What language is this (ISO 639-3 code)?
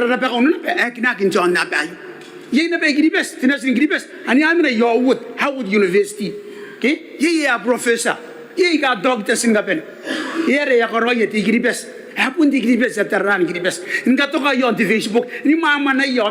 gil